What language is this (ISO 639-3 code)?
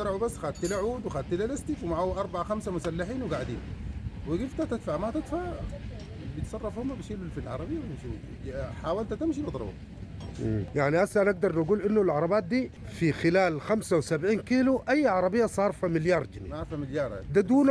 apd